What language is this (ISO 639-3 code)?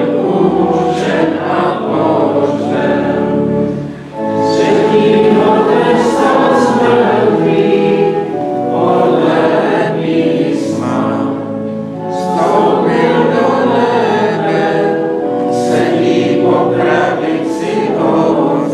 ces